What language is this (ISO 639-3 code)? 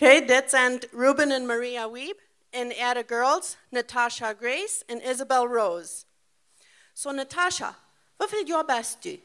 pdt